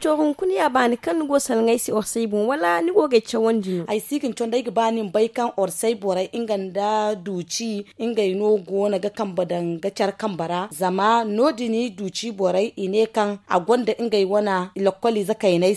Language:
Zarma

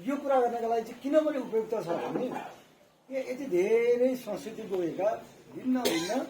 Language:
Nepali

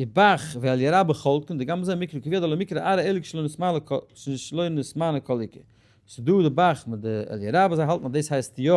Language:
Yiddish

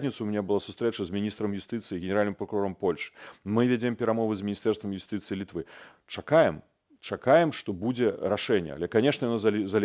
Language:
Belarusian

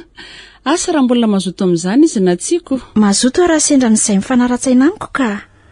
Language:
Malagasy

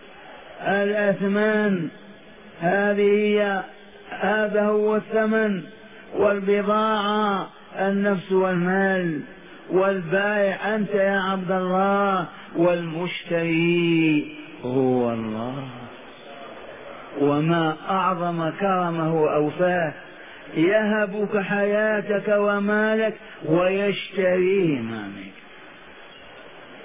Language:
Arabic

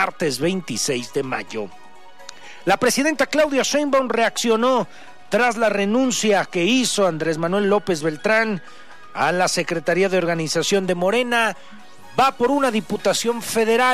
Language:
Spanish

